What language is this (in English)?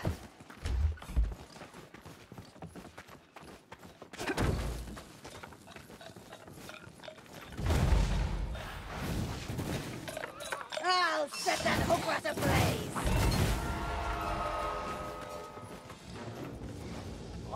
English